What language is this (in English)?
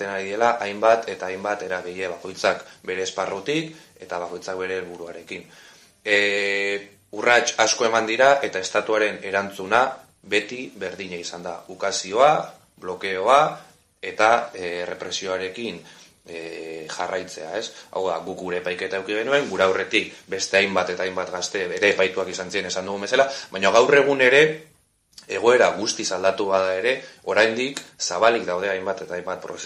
Basque